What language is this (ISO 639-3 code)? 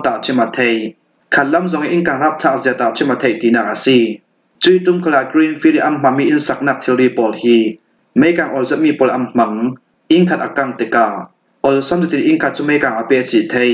cfm